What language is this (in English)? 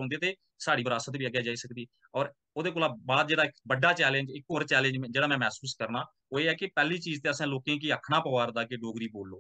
Dogri